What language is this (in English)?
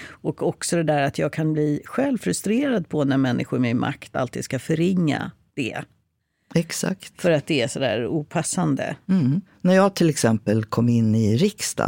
Swedish